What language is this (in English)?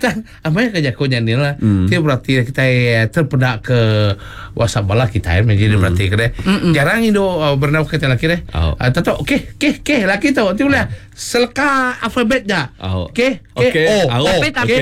Iban